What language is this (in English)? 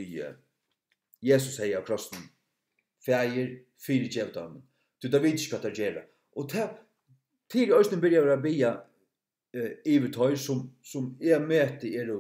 Faroese